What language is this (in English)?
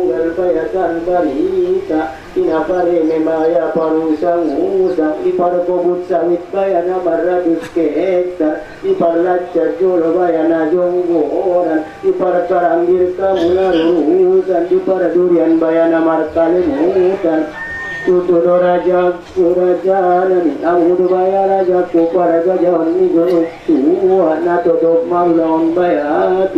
Batak Angkola